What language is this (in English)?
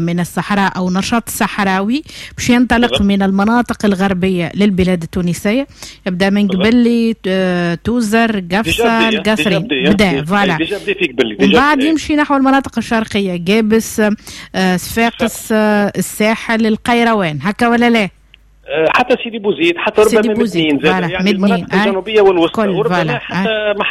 Tunisian Arabic